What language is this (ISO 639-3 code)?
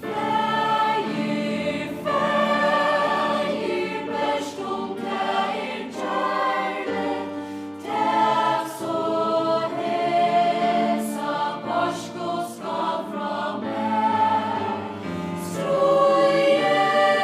fao